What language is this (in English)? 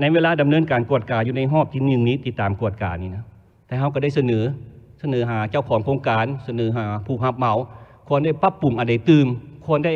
Lao